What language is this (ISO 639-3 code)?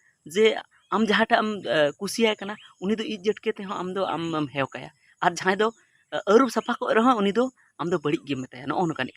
sat